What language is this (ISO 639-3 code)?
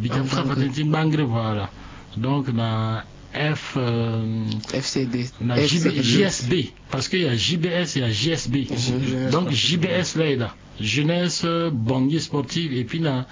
sag